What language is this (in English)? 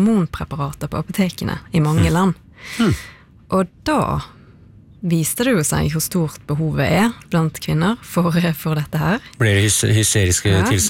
Norwegian